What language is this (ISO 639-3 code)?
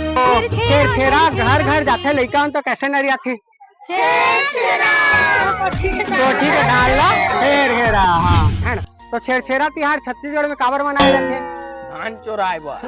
hne